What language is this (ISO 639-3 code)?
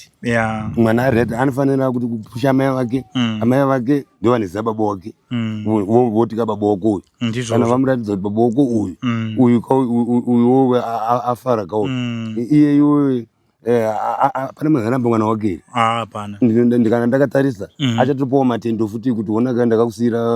sna